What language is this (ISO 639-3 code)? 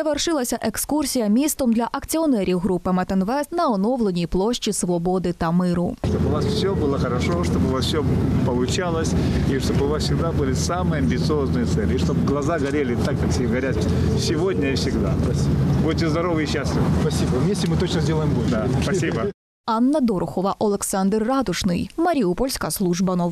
ukr